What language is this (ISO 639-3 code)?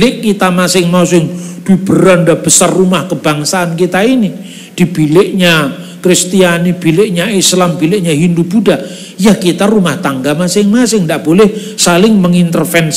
ind